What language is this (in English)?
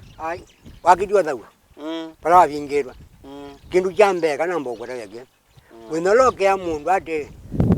Kamba